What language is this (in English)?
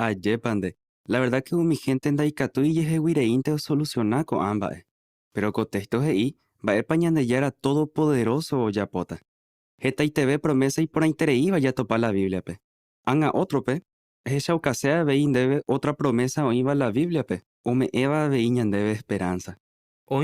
Guarani